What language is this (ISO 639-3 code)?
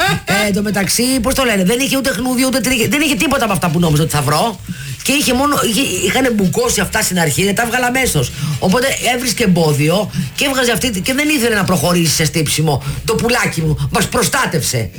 ell